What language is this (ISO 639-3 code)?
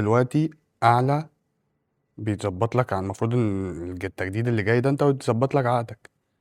arz